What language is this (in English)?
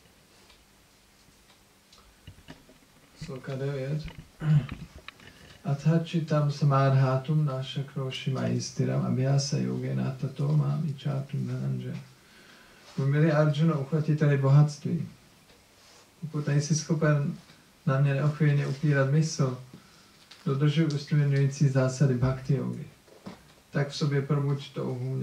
Czech